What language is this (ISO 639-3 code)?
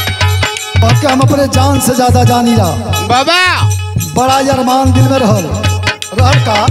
bho